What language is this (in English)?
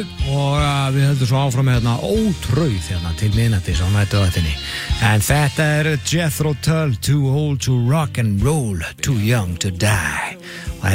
Icelandic